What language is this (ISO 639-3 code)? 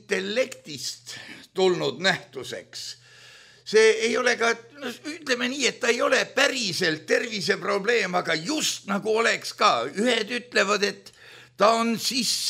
est